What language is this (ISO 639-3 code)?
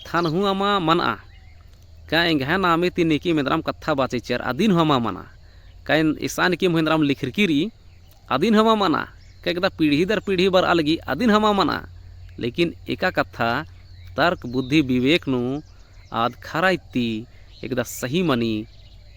kru